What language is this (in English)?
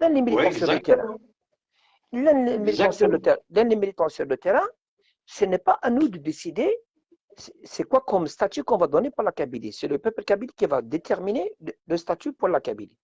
Algerian Arabic